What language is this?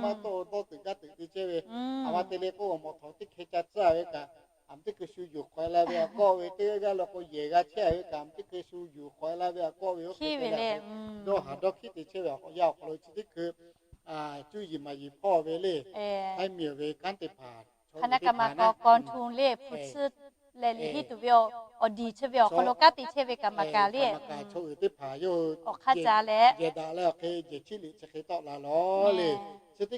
Lahu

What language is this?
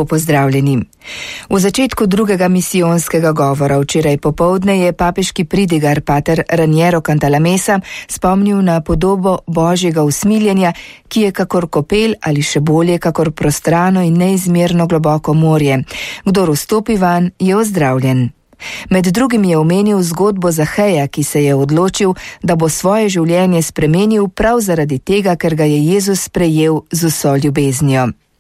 Slovenian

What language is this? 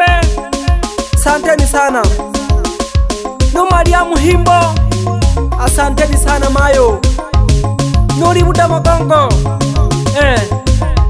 Swahili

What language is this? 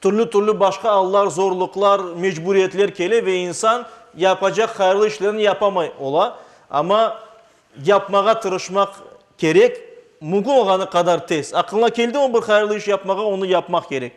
Crimean Tatar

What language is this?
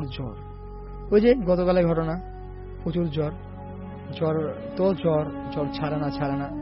Bangla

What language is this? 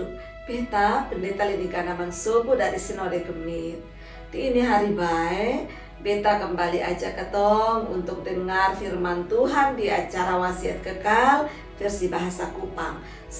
Kupang Malay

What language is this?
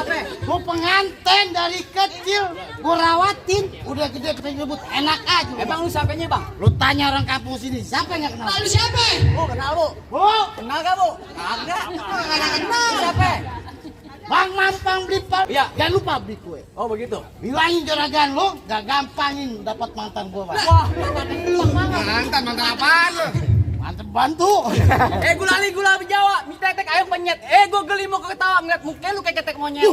Betawi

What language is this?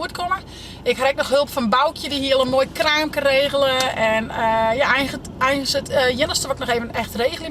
Western Frisian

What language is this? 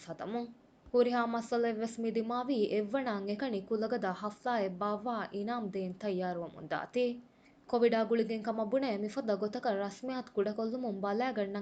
Divehi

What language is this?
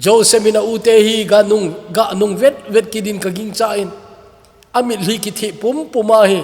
Thado Chin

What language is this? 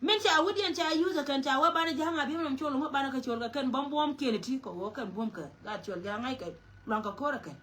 Nuer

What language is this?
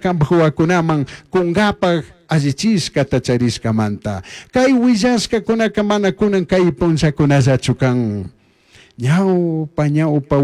Chimborazo Highland Quichua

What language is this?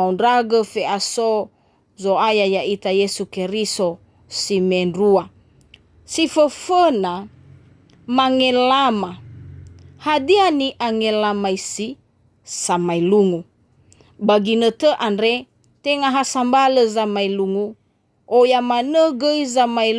Nias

